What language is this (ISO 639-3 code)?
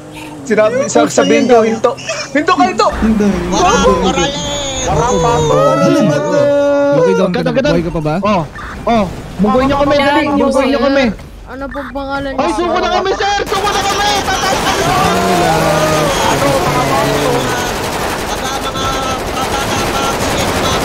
fil